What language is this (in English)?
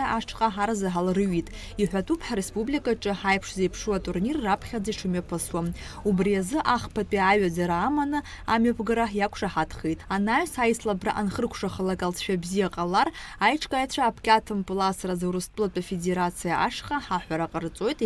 Abkhazian